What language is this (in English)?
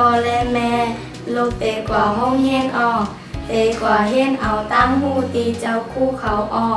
Shan